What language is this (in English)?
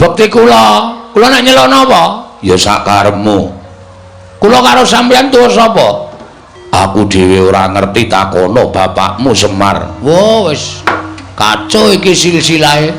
Javanese